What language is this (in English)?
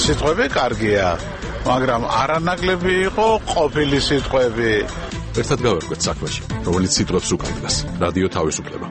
Georgian